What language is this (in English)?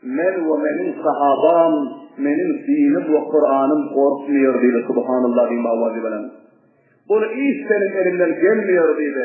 Turkmen